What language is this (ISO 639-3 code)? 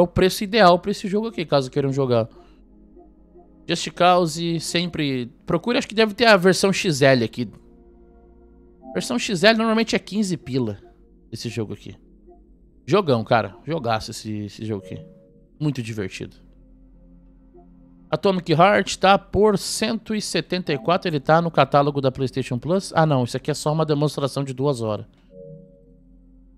por